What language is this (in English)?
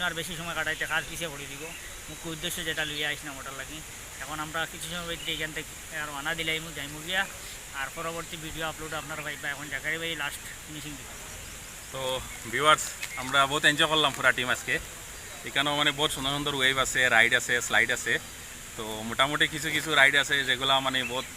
Sylheti